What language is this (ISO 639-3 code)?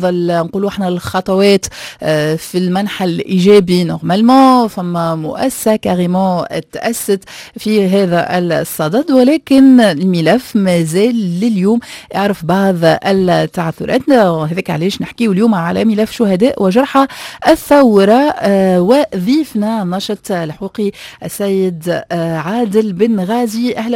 aeb